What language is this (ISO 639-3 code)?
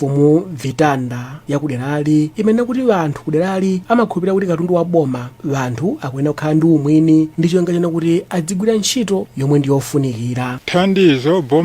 nya